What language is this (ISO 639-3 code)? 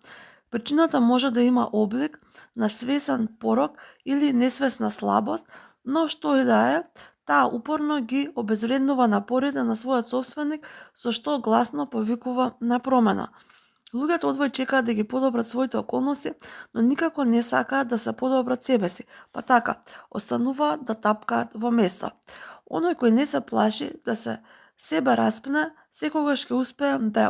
mkd